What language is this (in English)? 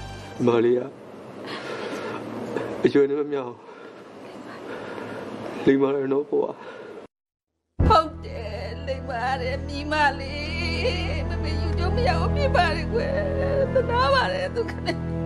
Burmese